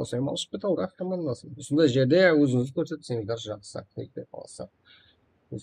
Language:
Kara-Kalpak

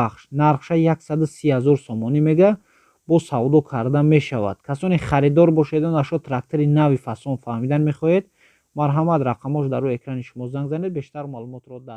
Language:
Tajik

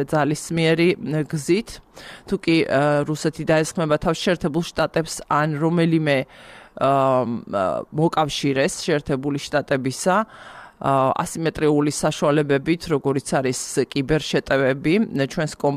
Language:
Georgian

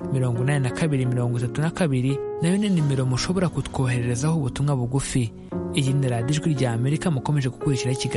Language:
Kinyarwanda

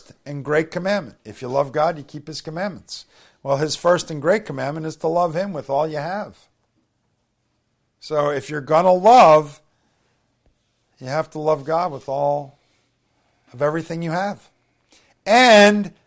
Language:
English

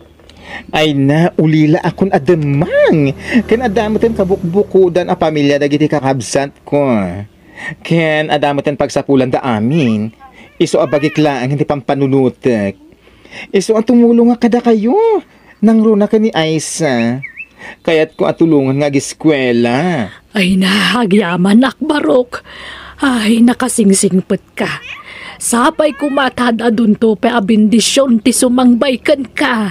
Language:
Iloko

